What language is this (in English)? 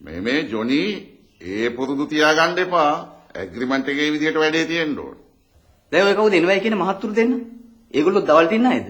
Sinhala